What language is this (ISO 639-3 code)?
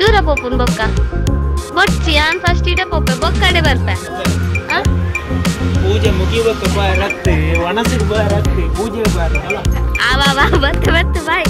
tcy